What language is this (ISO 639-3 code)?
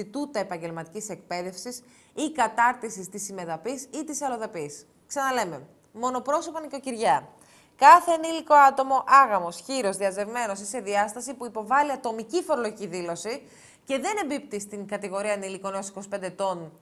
ell